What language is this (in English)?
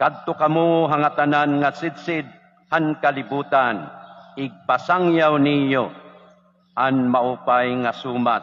Waray